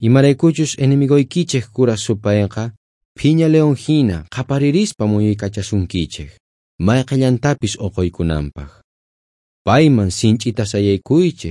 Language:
South Bolivian Quechua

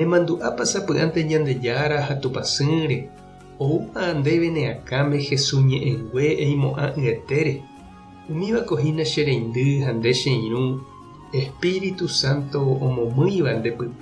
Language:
Guarani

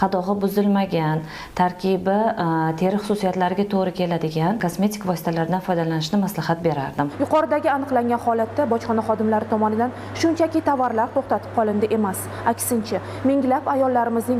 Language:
Uzbek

